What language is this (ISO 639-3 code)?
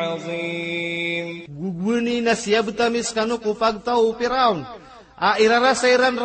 mrw